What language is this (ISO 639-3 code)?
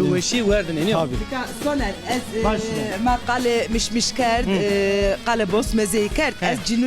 zza